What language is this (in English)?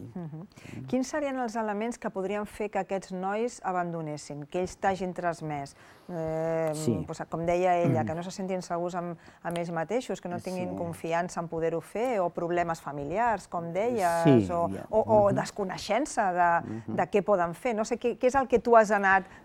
Catalan